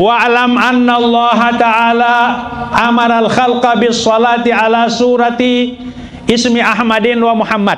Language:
Sasak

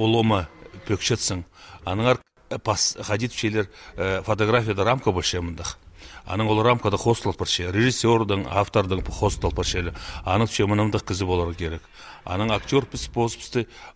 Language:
Khakas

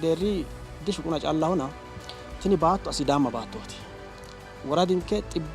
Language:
Sidamo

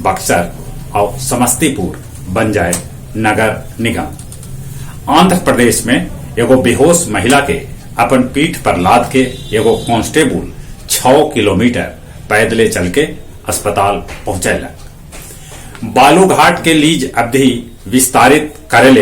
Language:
Magahi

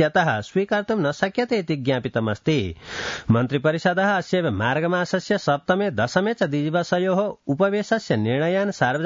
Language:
Sanskrit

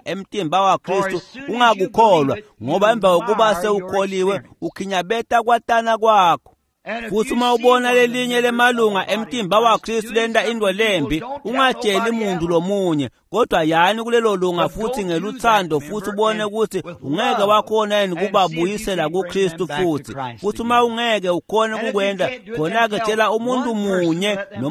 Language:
Swati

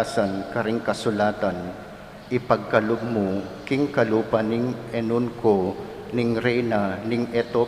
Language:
Pampanga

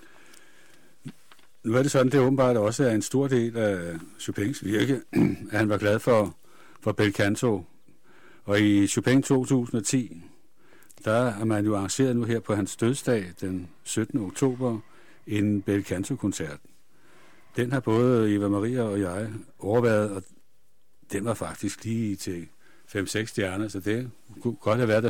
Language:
Danish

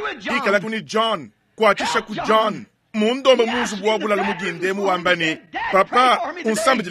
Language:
Luba-Lulua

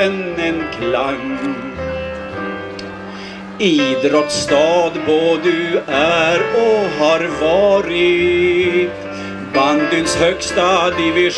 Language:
Swedish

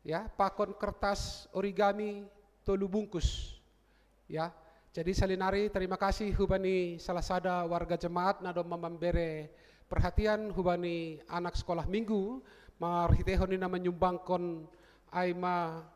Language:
Batak Simalungun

